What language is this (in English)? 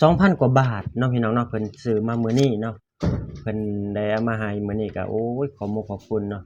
Lao